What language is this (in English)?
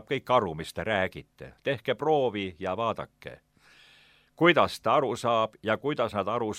Estonian